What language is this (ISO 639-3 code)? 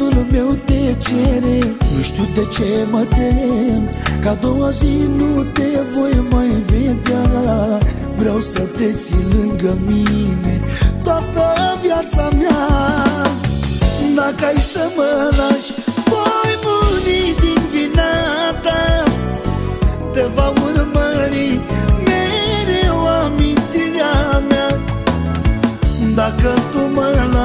ron